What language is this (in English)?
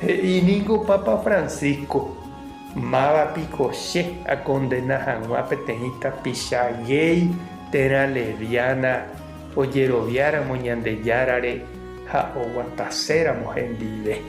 Guarani